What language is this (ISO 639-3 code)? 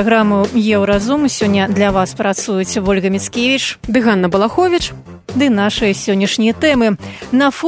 bel